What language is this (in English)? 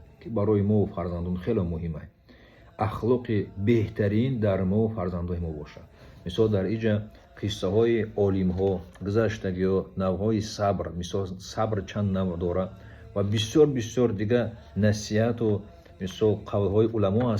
Tajik